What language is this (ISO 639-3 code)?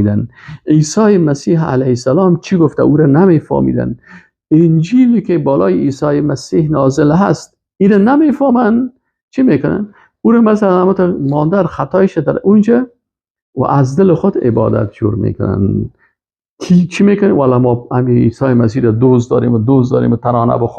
fas